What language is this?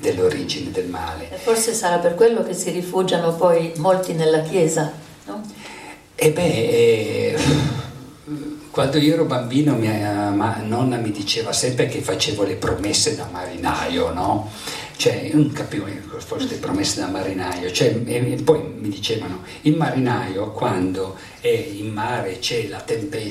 Italian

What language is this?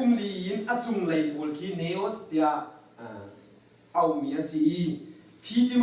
Hakha Chin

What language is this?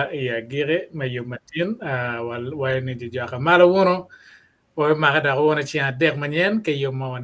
Acoli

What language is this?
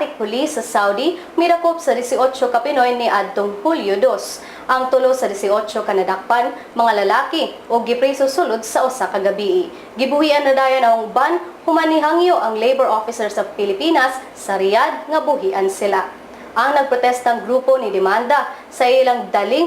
Cebuano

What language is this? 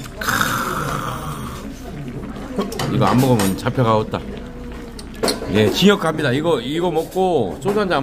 Korean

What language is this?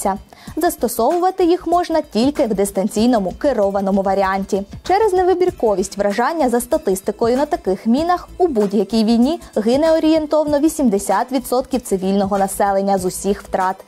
Ukrainian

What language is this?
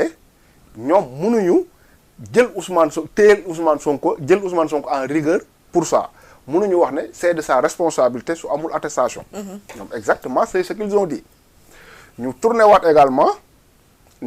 Wolof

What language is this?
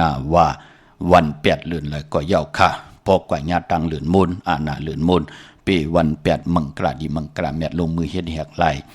Shan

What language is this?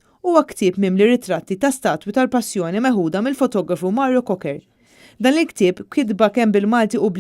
Maltese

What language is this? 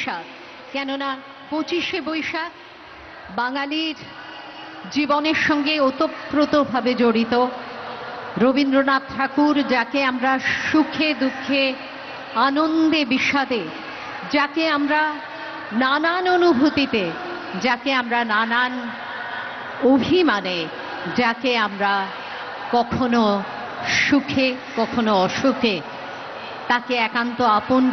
Bangla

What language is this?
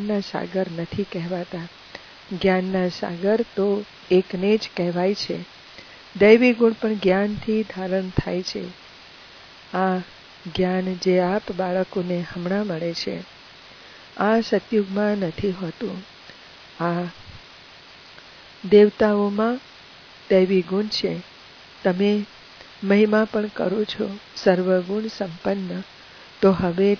Gujarati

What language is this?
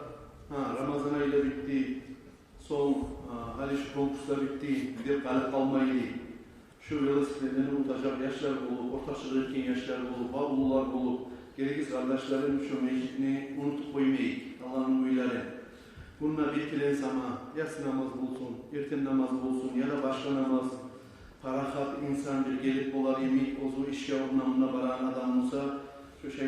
Kumyk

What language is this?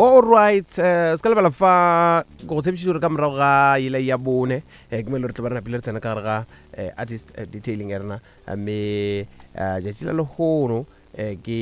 Northern Sotho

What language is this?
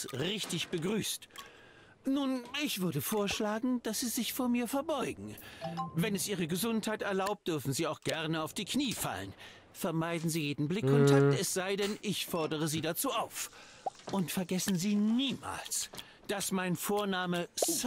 German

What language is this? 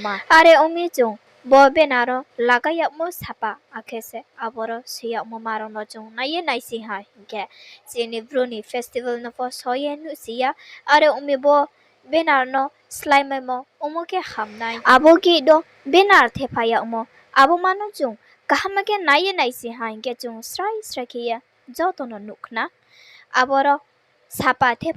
Riang (India)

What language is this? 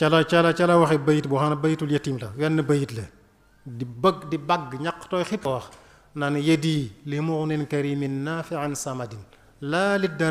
Wolof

